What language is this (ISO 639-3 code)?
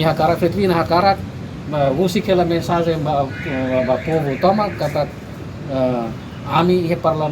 tet